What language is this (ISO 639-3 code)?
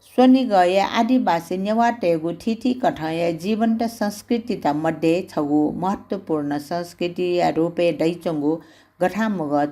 new